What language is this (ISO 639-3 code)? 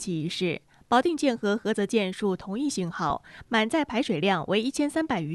zho